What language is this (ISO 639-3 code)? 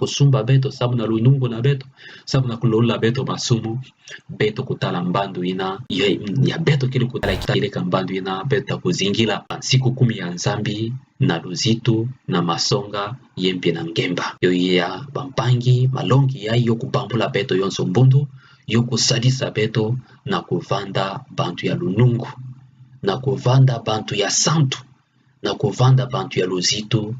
ktu